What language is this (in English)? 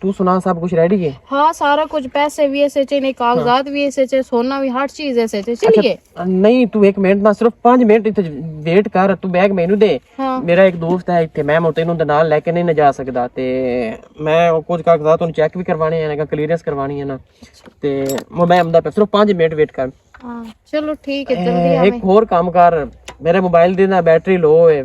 Western Panjabi